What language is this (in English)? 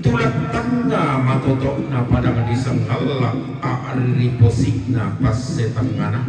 Toraja-Sa'dan